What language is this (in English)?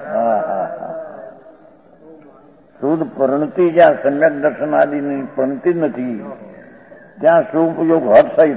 Gujarati